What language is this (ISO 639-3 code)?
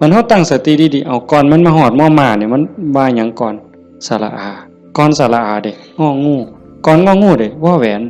tts